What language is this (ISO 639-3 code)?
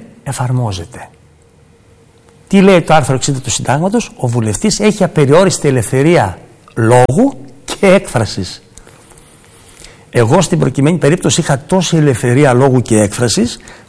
ell